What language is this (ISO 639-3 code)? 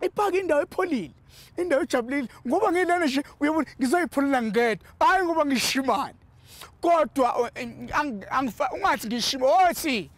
zul